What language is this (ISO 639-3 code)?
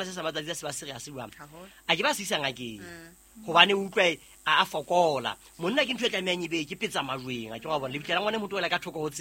sot